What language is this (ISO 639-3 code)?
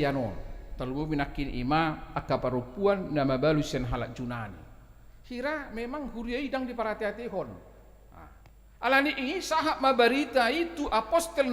bbc